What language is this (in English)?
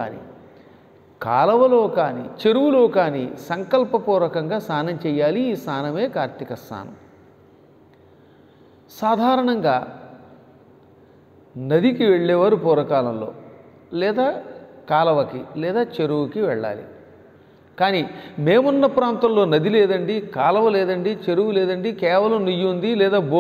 Telugu